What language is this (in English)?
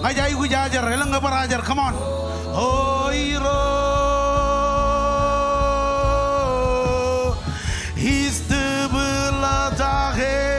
Marshallese